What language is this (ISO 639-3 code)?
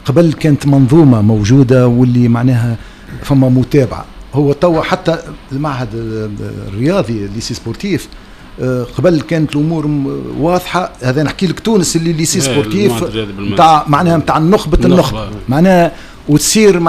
aeb